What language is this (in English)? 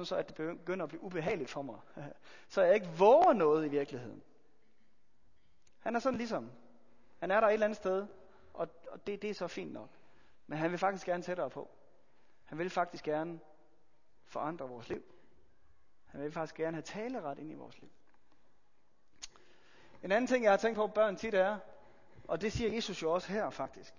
Danish